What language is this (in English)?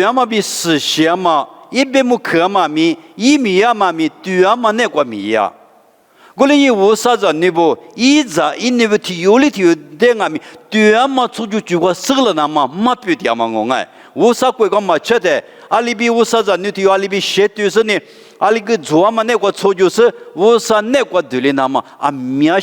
Lisu